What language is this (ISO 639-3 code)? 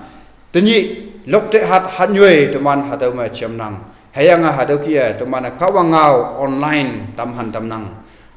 nbe